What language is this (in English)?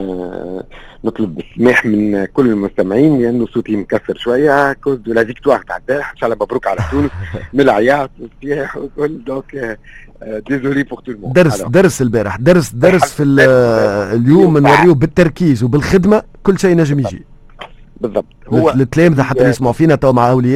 Tunisian Arabic